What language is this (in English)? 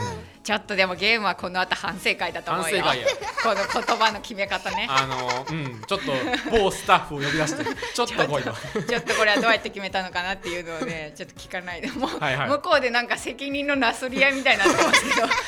Japanese